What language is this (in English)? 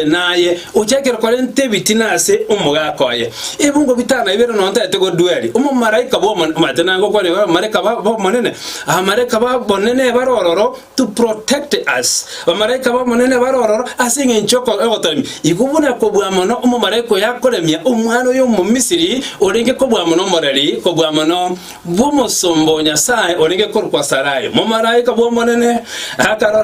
Gusii